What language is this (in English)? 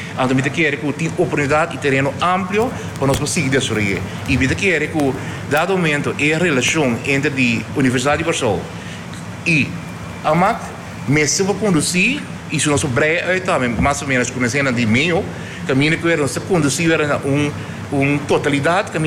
Papiamento